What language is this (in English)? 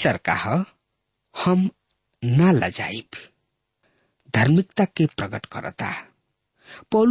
Bhojpuri